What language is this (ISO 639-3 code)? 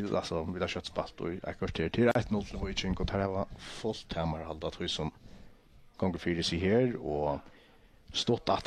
fao